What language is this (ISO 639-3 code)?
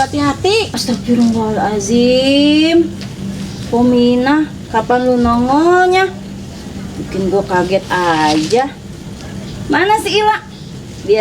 bew